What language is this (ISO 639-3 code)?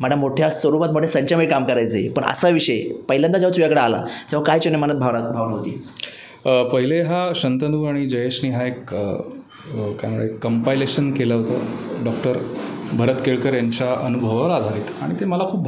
mar